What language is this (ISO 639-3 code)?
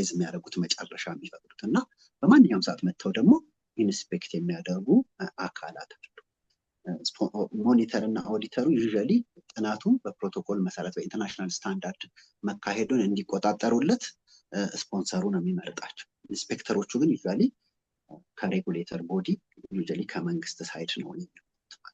amh